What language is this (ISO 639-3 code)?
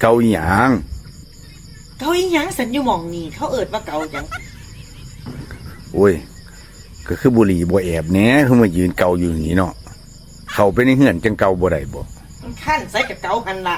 tts